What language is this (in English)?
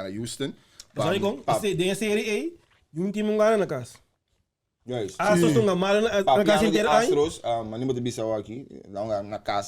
Papiamento